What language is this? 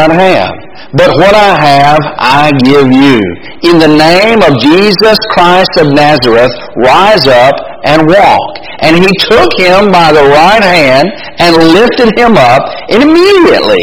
English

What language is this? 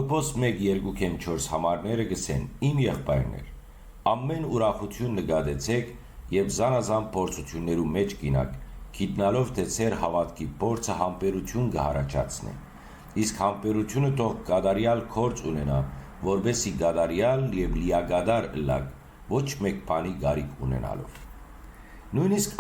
Western Armenian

